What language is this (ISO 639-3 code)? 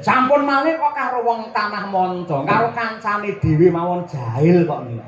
jav